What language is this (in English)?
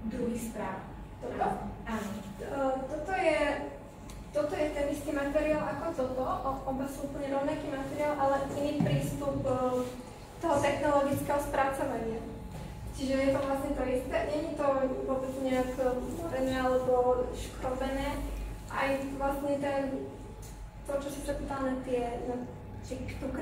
Slovak